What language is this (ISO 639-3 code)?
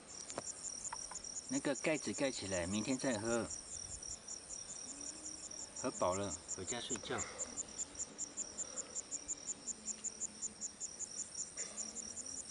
zho